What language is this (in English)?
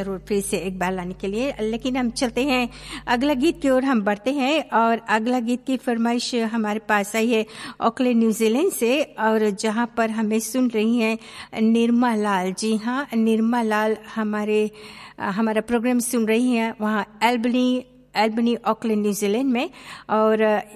Hindi